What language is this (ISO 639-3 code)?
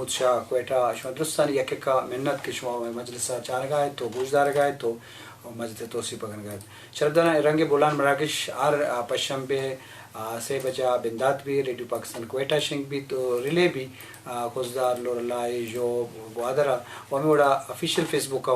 bgp